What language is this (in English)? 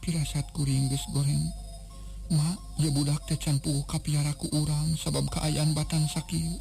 Sundanese